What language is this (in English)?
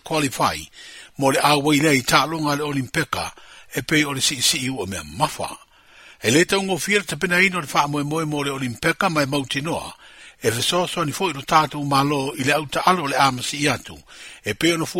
Samoan